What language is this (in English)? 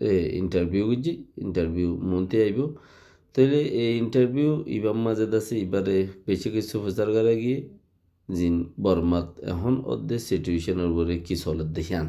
Rohingya